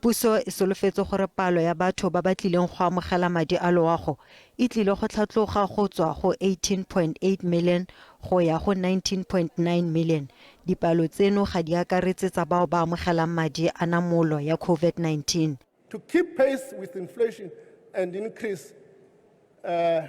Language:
Tswana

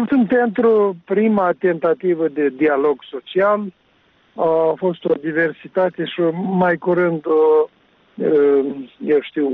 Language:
Romanian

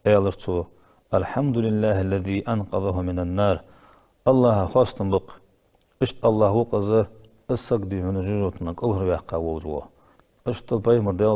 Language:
Ingush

